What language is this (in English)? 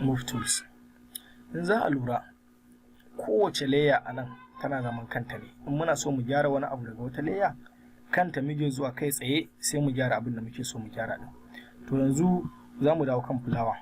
Hausa